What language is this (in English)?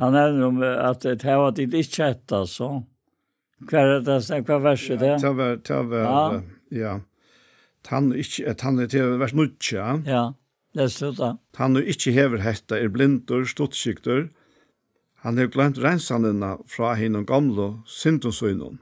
Faroese